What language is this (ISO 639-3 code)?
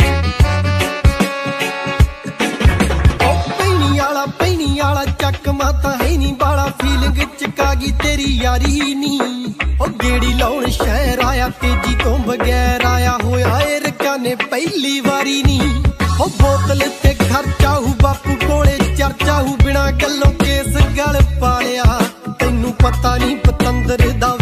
pan